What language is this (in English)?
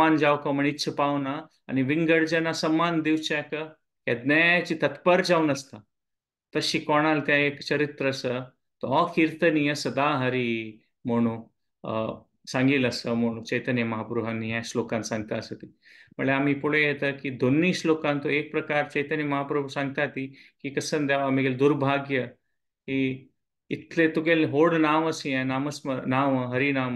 Konkani